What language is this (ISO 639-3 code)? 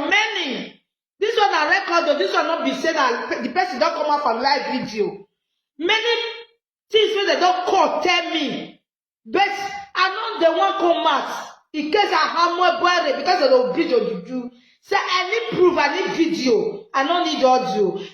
pcm